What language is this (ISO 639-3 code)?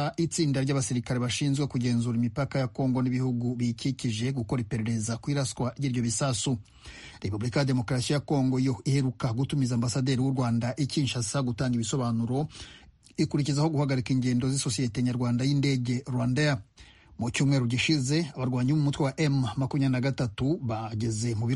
kin